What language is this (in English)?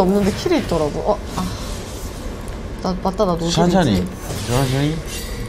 Korean